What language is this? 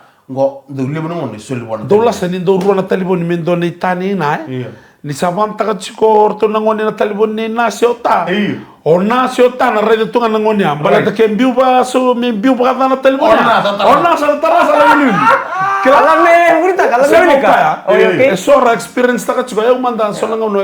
Fijian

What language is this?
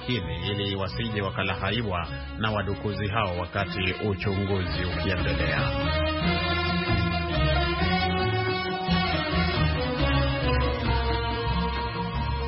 Swahili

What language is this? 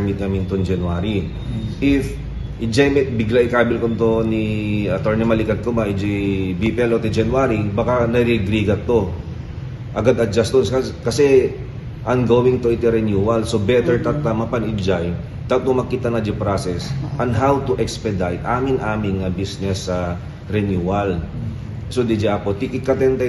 Iloko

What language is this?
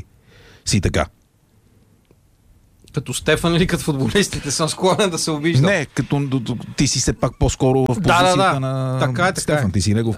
Bulgarian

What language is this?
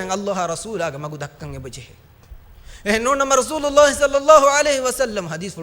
Divehi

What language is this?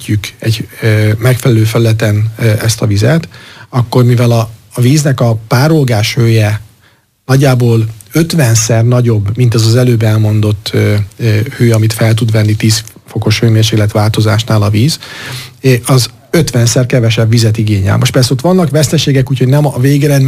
Hungarian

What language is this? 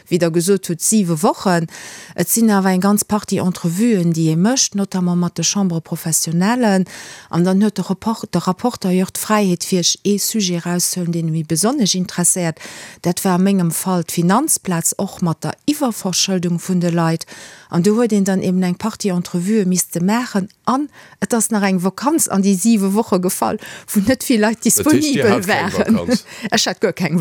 Luxembourgish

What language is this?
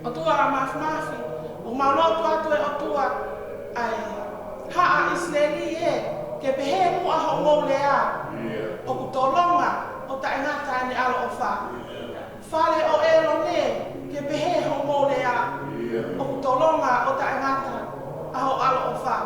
Tongan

